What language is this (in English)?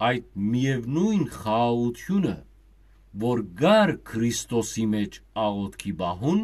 Western Armenian